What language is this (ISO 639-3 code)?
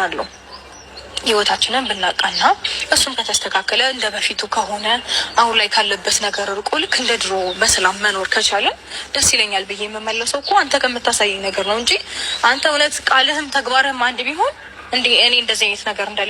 amh